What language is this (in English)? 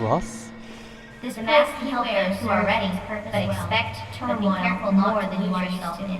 Swiss German